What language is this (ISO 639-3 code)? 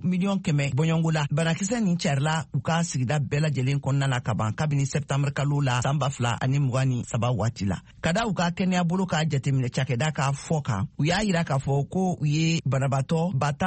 bam